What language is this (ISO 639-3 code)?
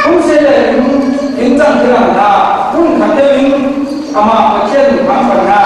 cfm